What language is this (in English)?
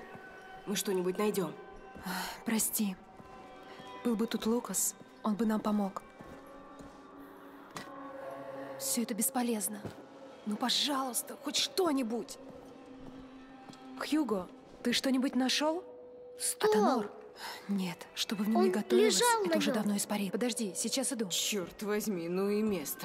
Russian